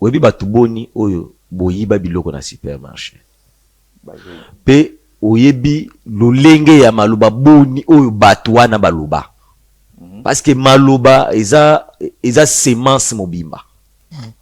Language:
Lingala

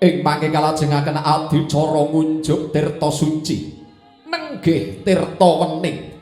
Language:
Javanese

